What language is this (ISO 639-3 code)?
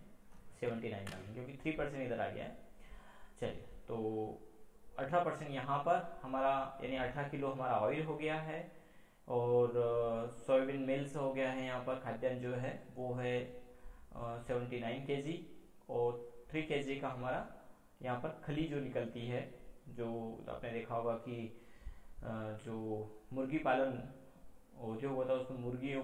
hin